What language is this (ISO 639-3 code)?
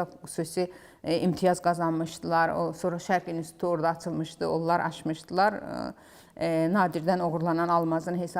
aze